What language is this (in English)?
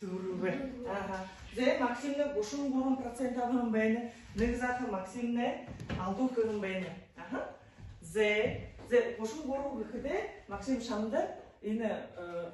Buriat